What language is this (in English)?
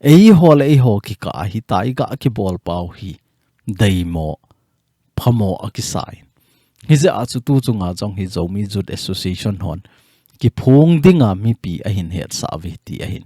Thado Chin